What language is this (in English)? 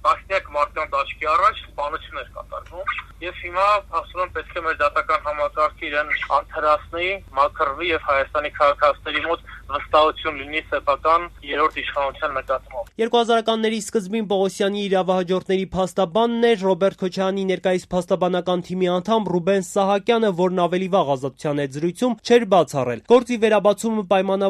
Armenian